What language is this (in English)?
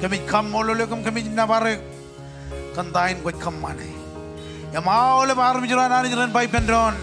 Marshallese